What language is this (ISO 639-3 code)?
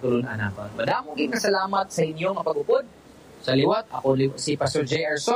hil